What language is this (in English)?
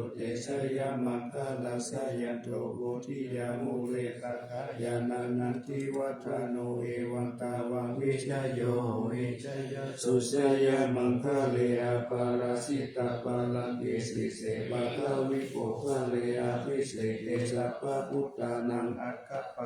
Pali